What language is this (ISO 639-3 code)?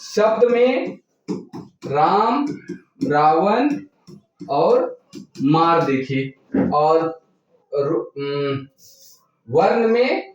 sck